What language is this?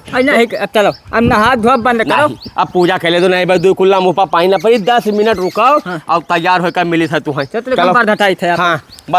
Awadhi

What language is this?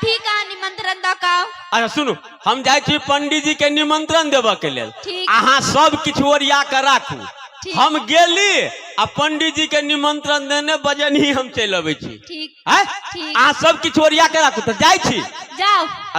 Maithili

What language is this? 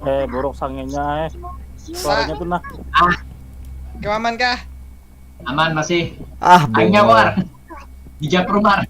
Banjar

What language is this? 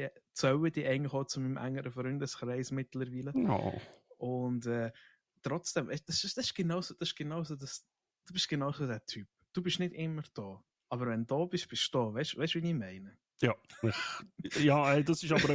Swiss German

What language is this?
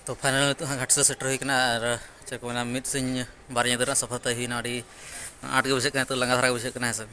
Santali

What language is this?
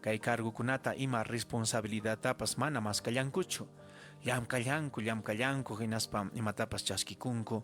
Ayacucho Quechua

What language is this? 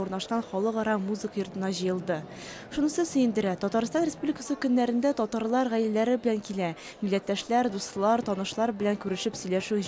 Tatar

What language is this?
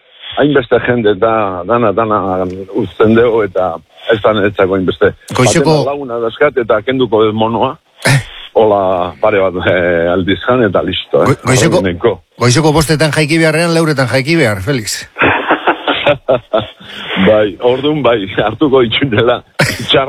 Basque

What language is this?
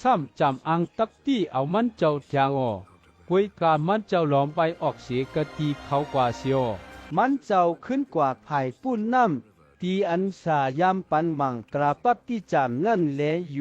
Shan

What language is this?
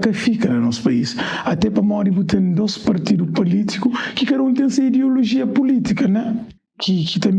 Kabuverdianu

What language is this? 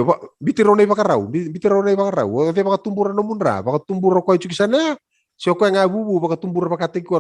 Fijian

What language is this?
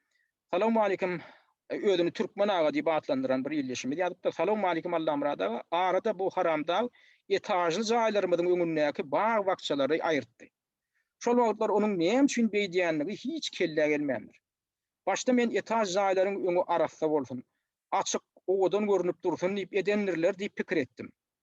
Turkmen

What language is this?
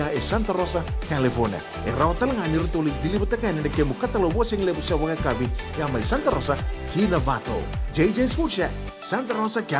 Fijian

